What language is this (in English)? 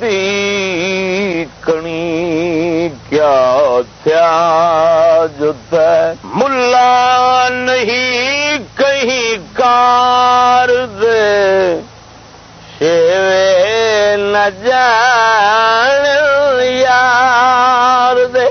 Saraiki